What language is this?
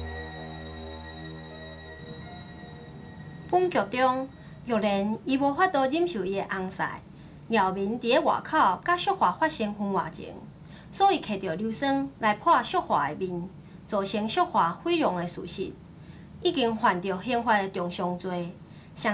Min Nan Chinese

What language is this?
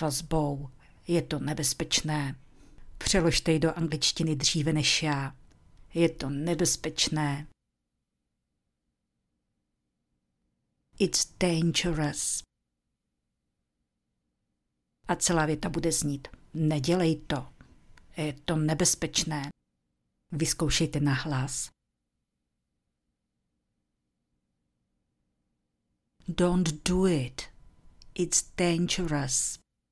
Czech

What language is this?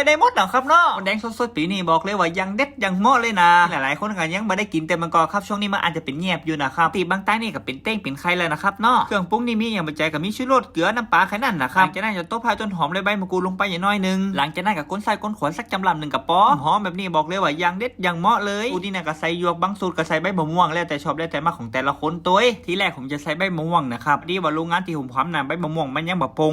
Northern Thai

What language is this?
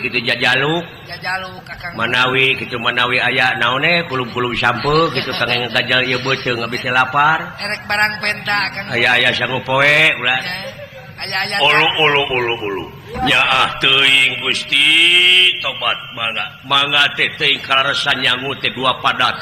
Sundanese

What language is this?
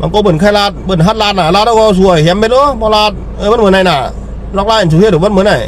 Shan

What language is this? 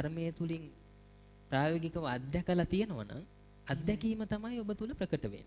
Sinhala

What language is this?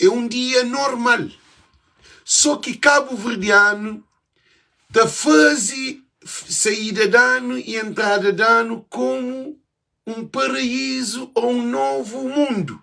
Kabuverdianu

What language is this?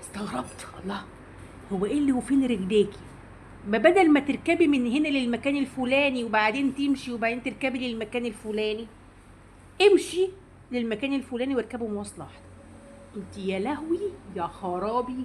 Egyptian Arabic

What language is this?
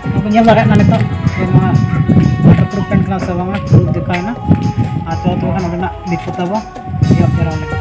Santali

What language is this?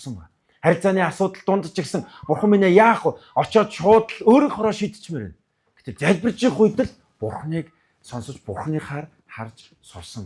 Mongolian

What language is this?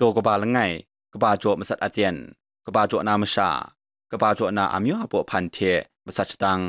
Kachin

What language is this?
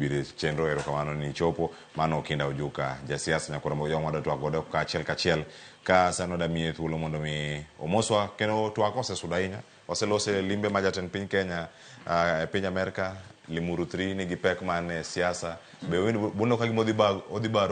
Luo (Kenya and Tanzania)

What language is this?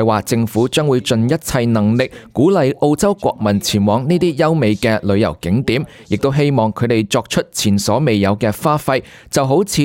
Cantonese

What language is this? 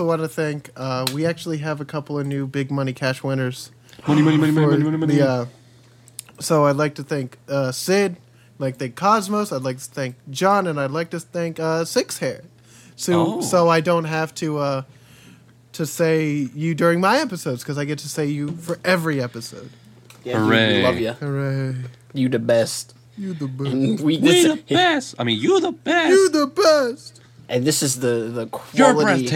English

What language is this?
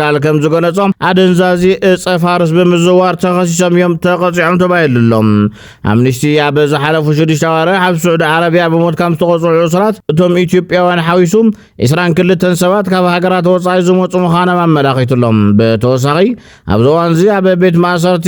Tigrinya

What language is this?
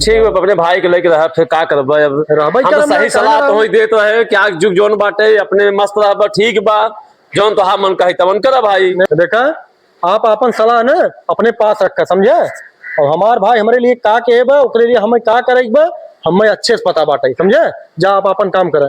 Awadhi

